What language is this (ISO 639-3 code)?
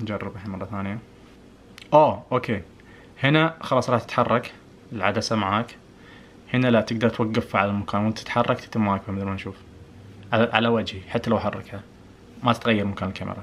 ars